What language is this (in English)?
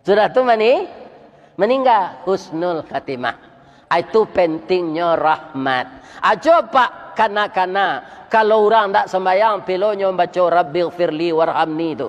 Minangkabau